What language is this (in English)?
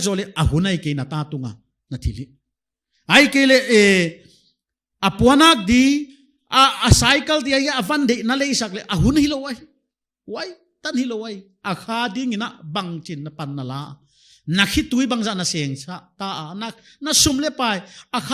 Paite Chin